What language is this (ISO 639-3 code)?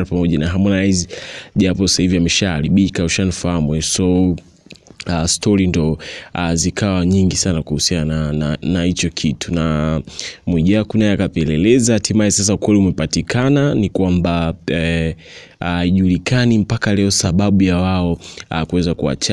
swa